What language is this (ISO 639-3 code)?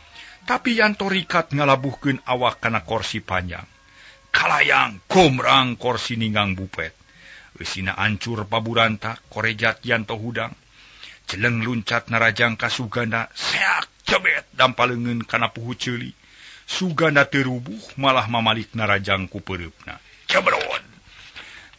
sun